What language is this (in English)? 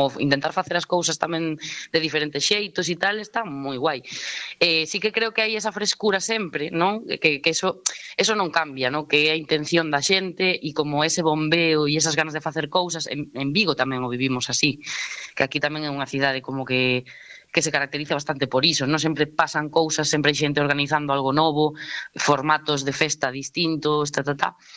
Galician